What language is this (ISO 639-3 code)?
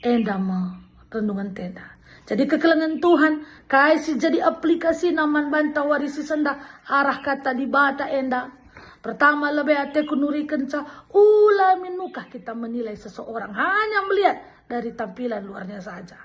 btx